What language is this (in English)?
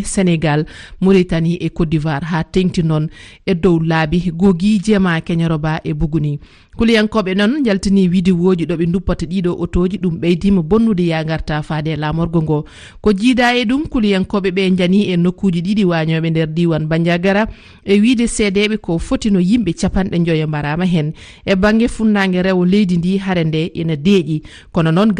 Fula